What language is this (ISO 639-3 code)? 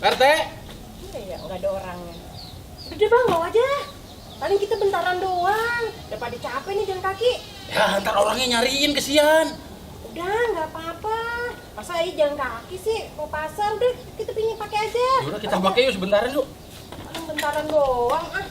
bew